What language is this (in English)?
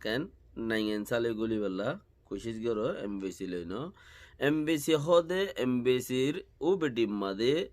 Rohingya